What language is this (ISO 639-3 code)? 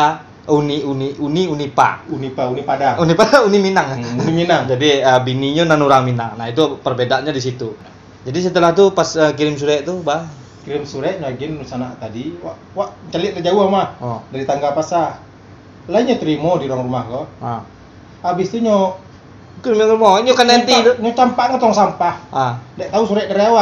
min